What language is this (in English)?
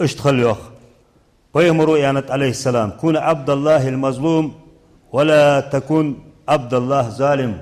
Ingush